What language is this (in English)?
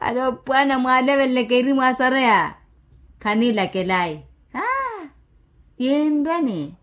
Makhuwa